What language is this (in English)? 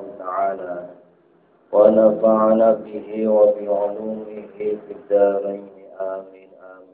Javanese